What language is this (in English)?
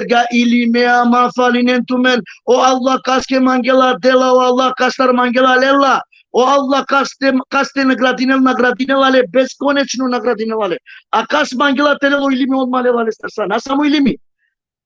Balkan Romani